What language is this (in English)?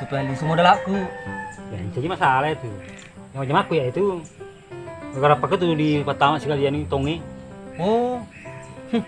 Buginese